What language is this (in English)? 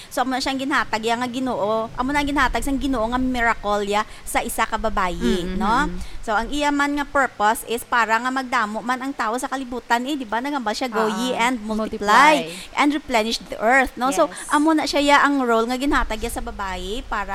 Hiligaynon